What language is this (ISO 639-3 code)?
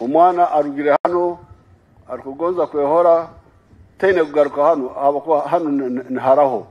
nyn